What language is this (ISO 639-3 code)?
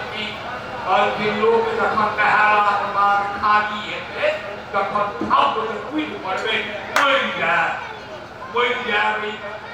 mai